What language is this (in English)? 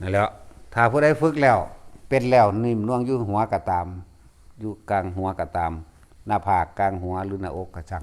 Lao